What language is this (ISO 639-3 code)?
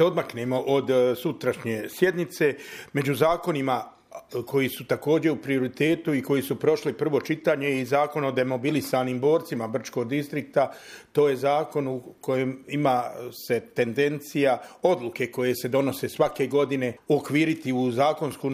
bos